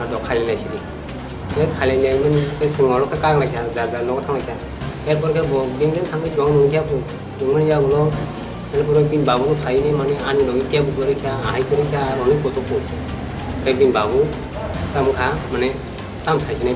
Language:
Kok Borok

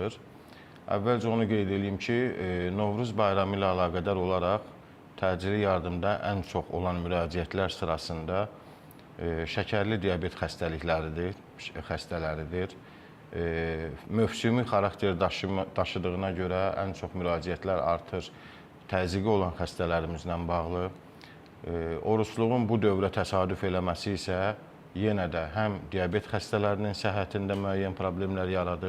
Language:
Azerbaijani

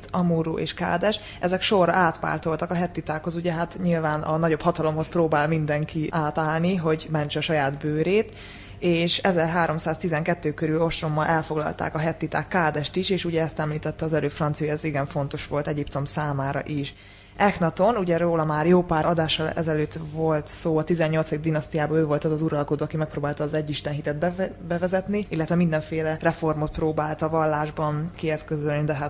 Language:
Hungarian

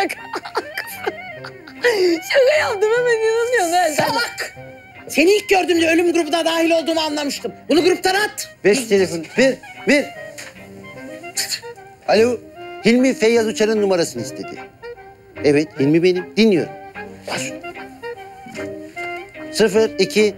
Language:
Turkish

